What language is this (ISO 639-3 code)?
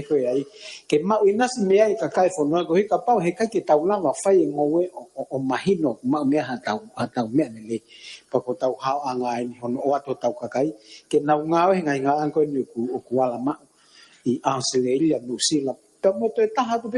ton